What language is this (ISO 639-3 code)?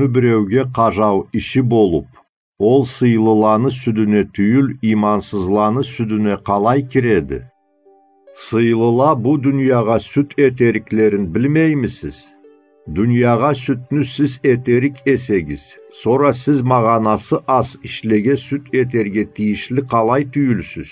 krc